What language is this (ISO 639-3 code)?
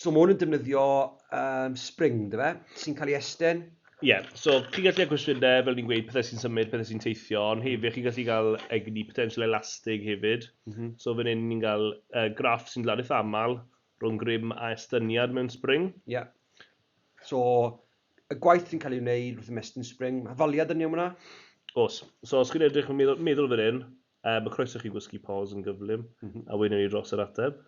cym